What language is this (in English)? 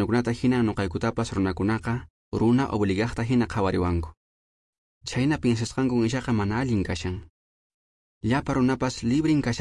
Quechua